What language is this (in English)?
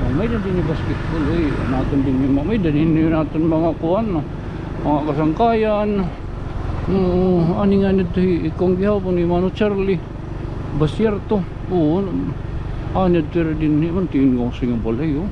Waray